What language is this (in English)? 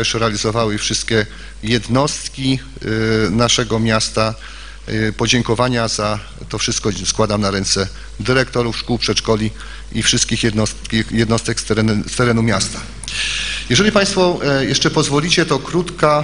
Polish